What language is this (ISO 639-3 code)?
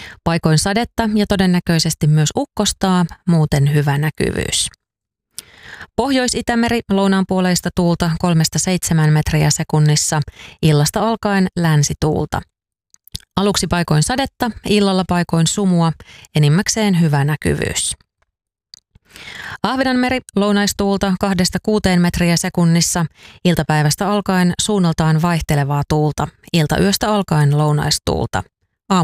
fin